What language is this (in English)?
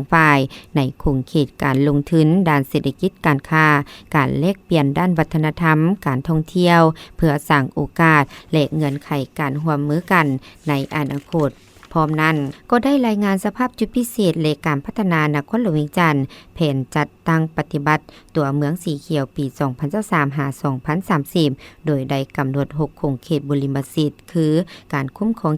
Lao